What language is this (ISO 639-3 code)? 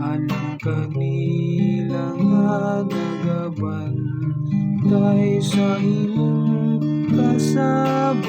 ceb